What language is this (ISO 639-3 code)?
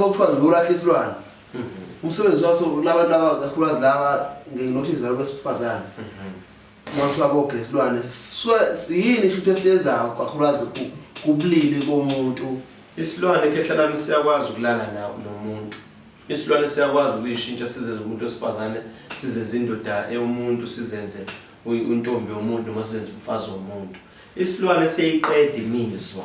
zul